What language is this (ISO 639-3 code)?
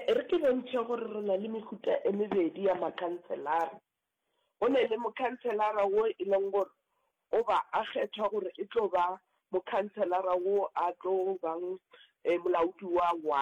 nso